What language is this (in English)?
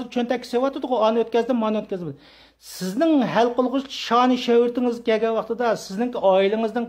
Uyghur